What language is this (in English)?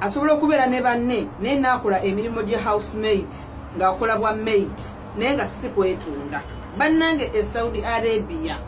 Ganda